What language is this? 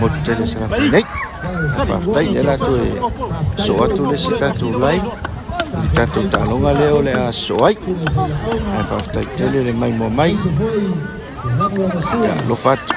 Samoan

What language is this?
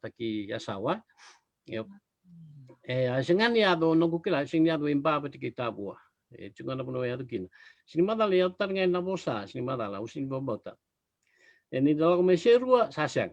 Fijian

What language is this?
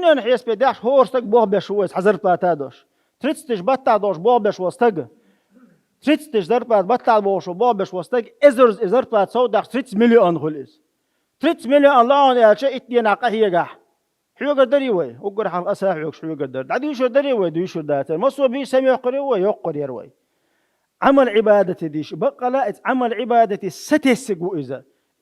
Chechen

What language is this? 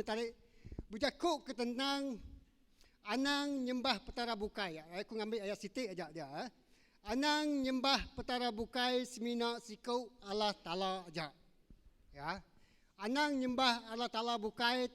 Iban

